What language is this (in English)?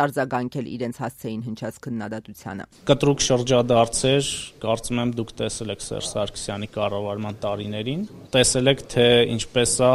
Armenian